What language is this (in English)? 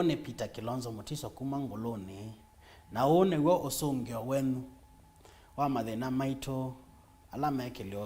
Kamba